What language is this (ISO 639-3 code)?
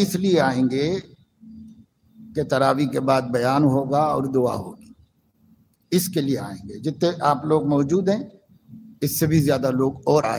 urd